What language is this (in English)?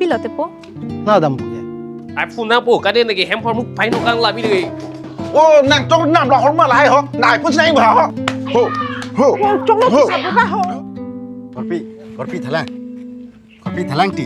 Karbi